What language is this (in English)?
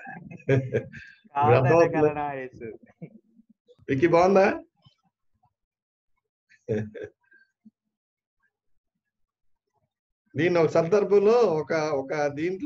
Telugu